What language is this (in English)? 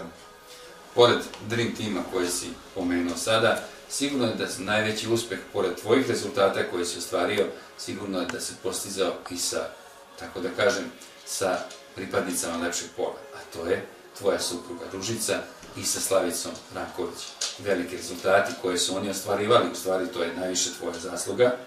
Serbian